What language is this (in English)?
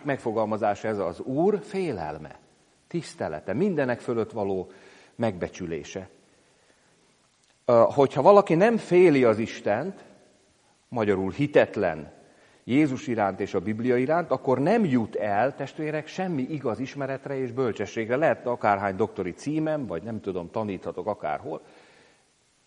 Hungarian